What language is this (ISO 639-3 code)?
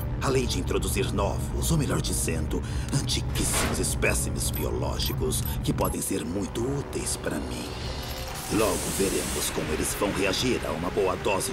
por